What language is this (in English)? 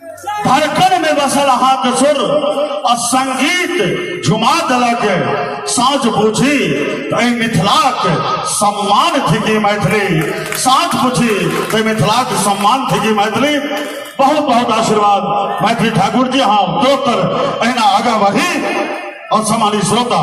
Maithili